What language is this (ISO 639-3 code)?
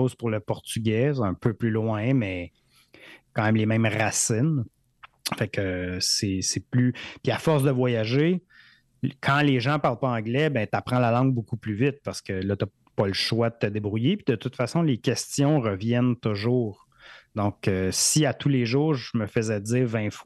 fra